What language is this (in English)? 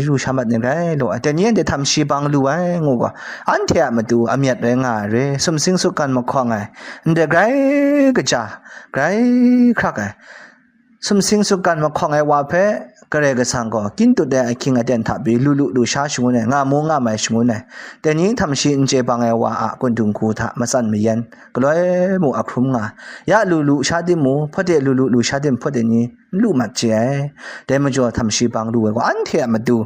Kachin